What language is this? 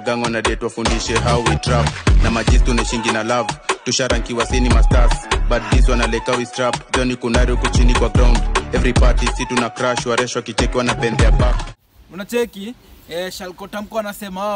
Swahili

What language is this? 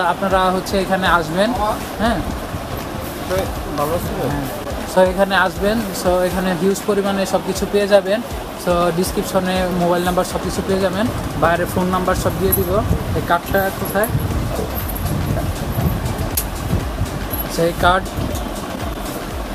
Bangla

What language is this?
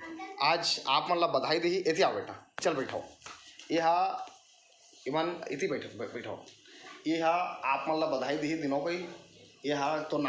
Chhattisgarhi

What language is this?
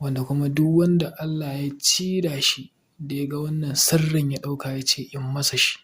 Hausa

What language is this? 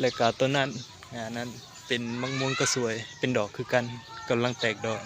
Lao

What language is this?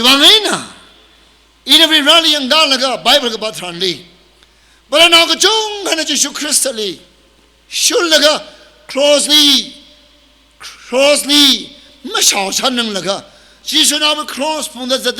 Tangkhul Naga (India)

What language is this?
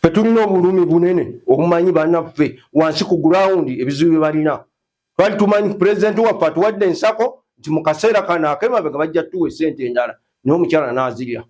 Ganda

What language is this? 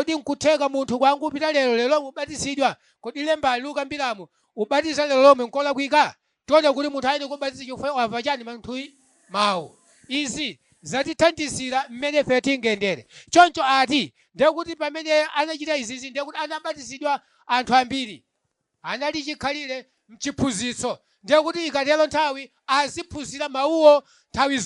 Nyanja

